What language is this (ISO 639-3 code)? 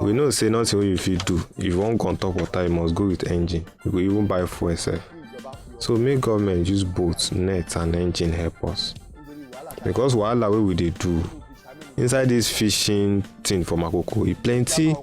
pcm